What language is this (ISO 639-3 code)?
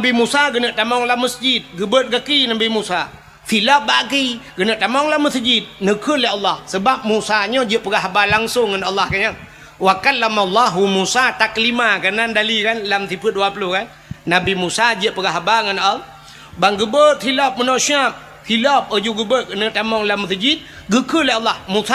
ace